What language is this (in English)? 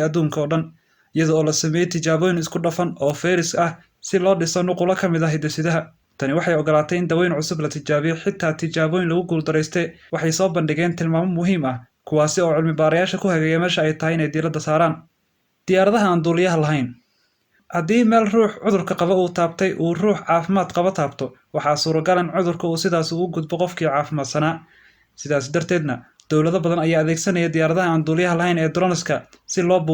Somali